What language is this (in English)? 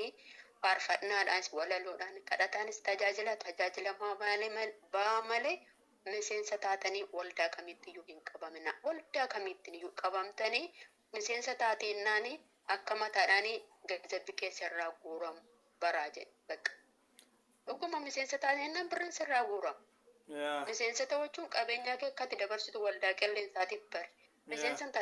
Oromo